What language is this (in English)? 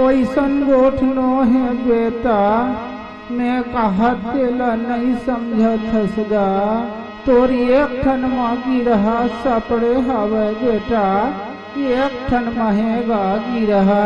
Chhattisgarhi